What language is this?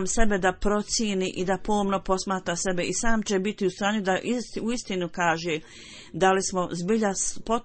Bosnian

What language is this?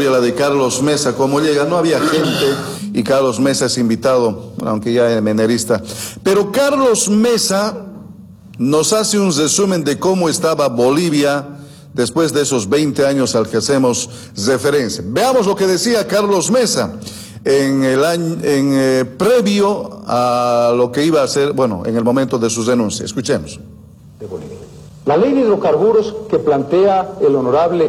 Spanish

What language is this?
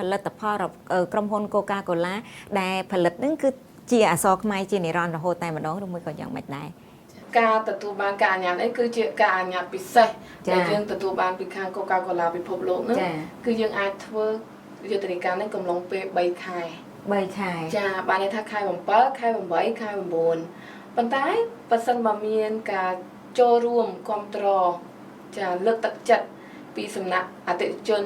Khmer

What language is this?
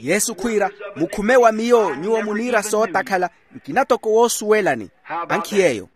Makhuwa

